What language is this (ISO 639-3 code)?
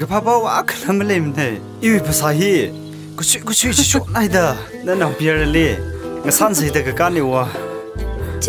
nmf